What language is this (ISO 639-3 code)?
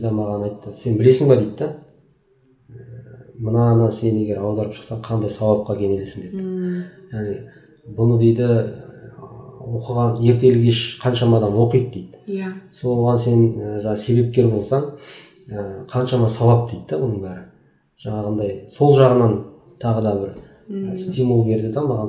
kaz